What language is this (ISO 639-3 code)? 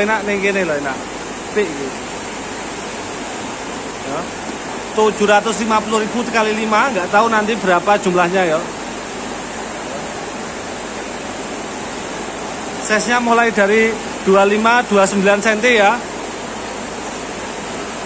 ind